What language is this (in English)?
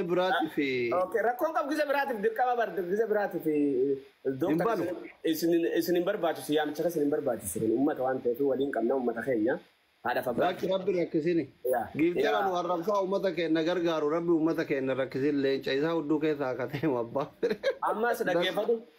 Oromo